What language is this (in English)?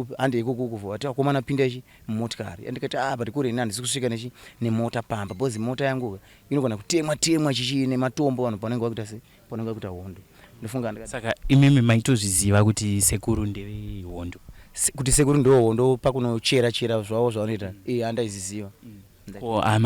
Shona